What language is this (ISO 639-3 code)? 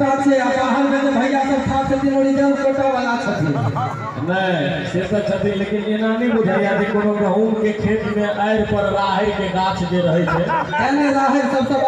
mai